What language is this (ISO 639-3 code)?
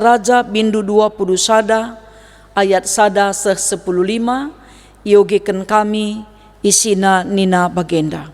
btx